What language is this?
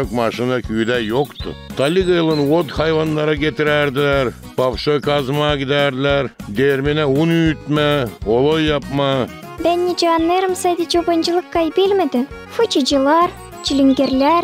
Gagauz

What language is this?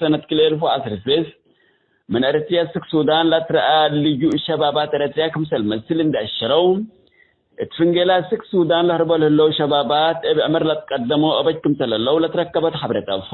Tigre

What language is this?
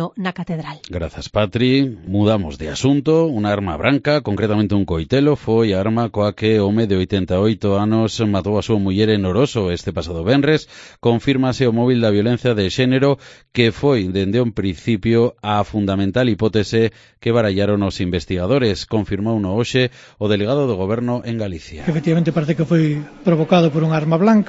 Galician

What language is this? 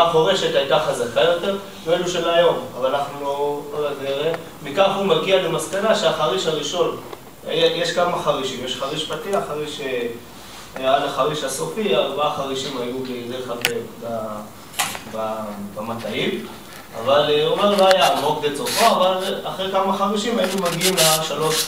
Hebrew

